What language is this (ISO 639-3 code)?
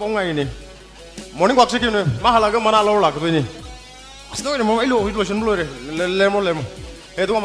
mni